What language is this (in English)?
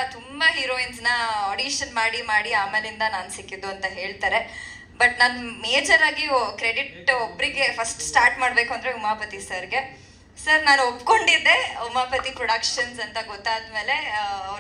Kannada